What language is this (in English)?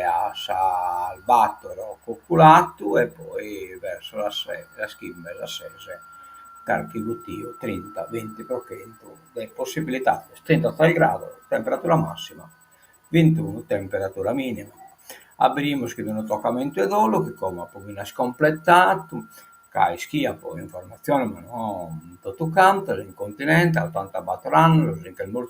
Sardinian